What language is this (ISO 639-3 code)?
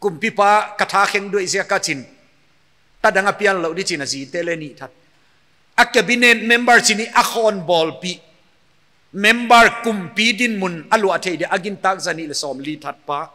pck